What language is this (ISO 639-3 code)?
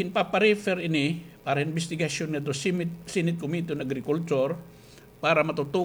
war